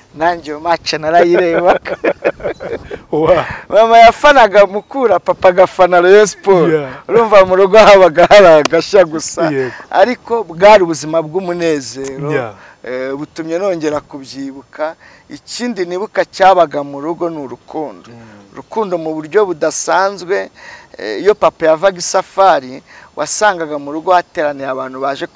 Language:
Kinyarwanda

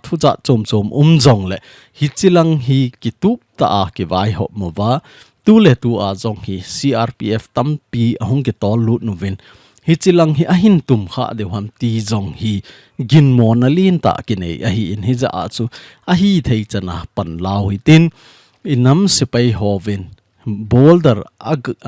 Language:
Thado Chin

